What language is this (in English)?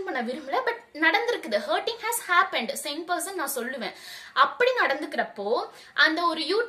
Tamil